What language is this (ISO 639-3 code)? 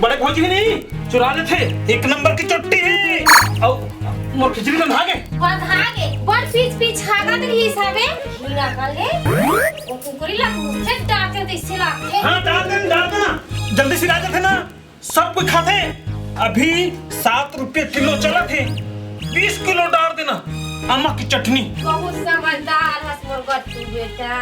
hne